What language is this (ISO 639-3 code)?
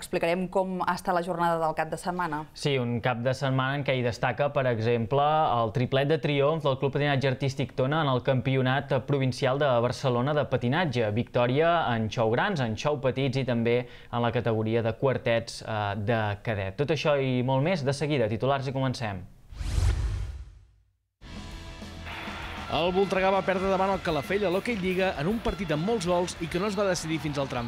cat